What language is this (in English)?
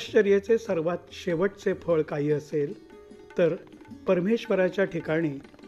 Marathi